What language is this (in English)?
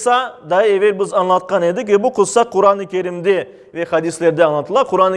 Crimean Tatar